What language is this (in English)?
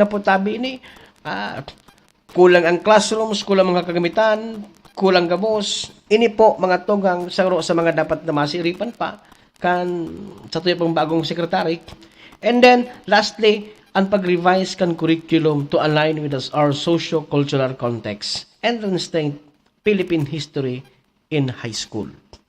Bikol